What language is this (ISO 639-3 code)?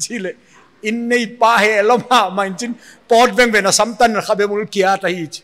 pck